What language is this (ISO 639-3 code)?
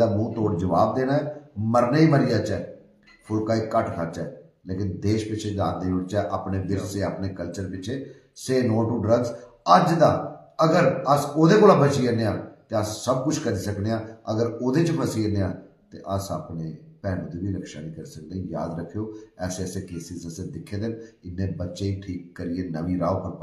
doi